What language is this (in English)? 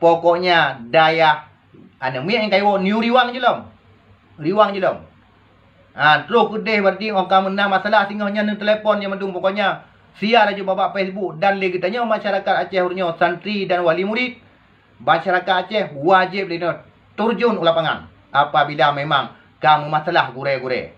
Achinese